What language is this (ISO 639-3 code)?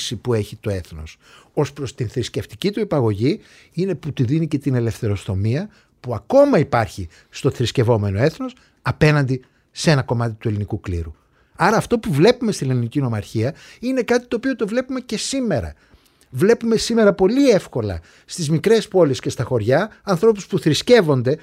ell